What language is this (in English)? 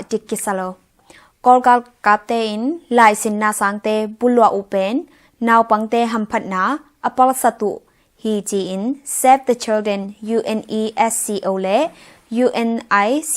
Tedim Chin